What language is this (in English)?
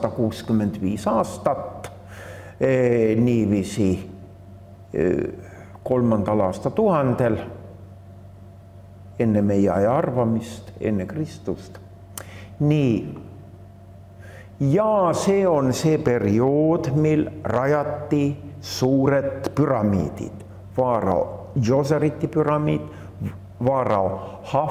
Estonian